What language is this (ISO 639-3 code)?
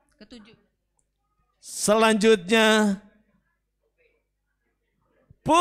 ind